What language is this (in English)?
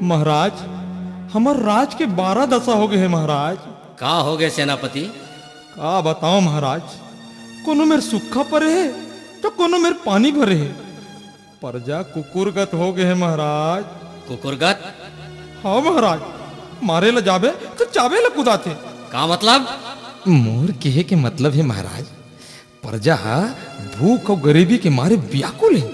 Chhattisgarhi